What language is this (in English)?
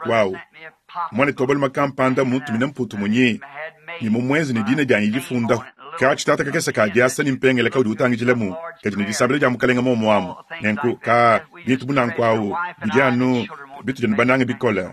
Luba-Lulua